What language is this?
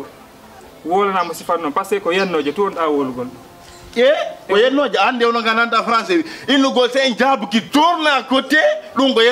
Fula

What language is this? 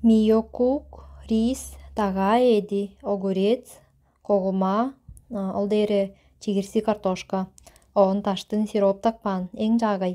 Tuvinian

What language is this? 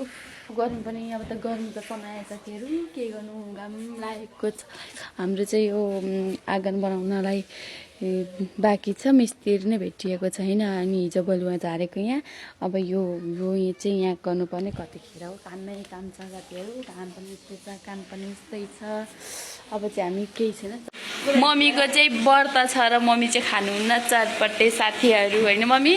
Nepali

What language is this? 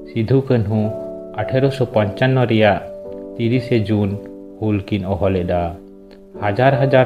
Santali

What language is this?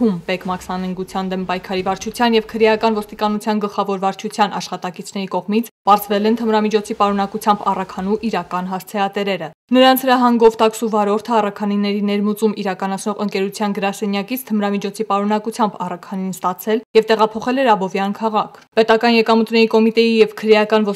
Armenian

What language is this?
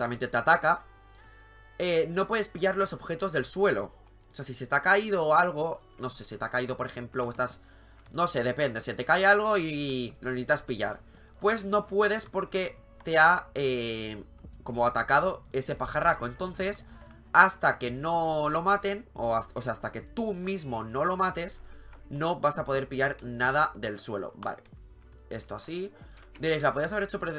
Spanish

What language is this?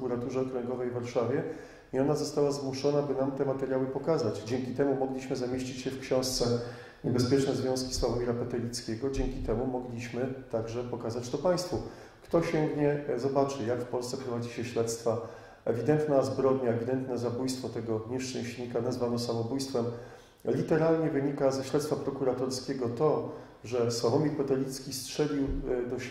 Polish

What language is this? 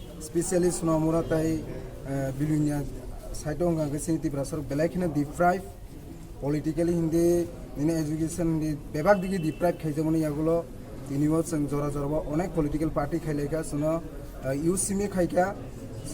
Kok Borok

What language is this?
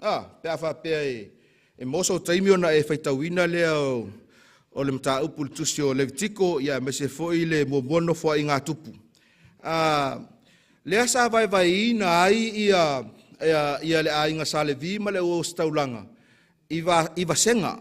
Samoan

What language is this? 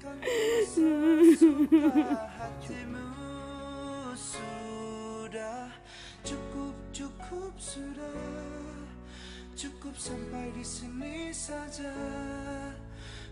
Malay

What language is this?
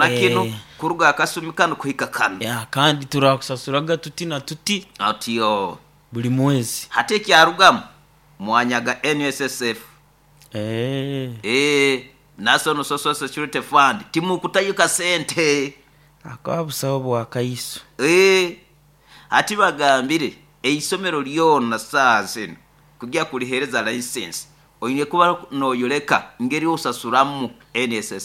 Nyoro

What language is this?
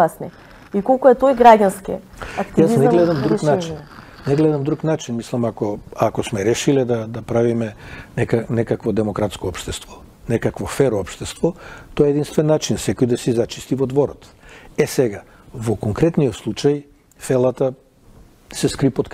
Macedonian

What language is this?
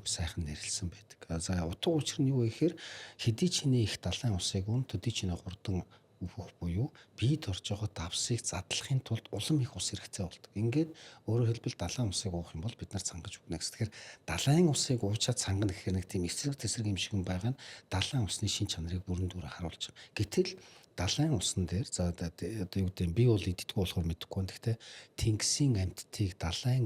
Mongolian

